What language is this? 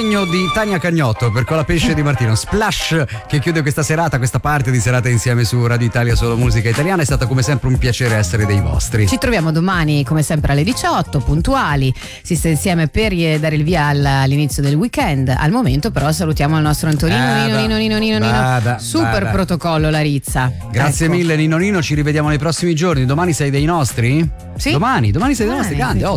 Italian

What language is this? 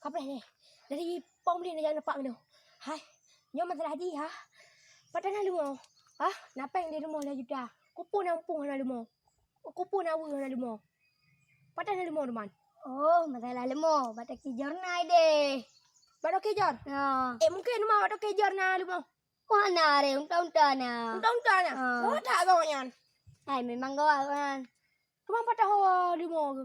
Achinese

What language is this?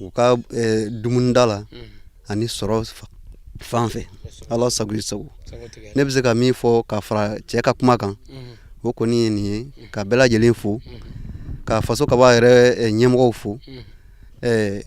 Bambara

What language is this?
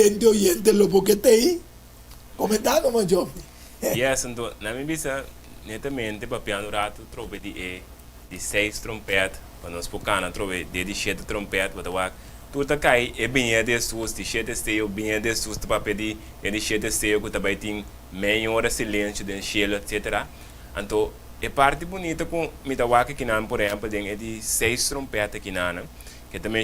Papiamento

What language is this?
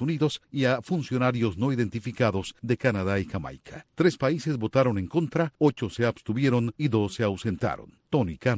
Spanish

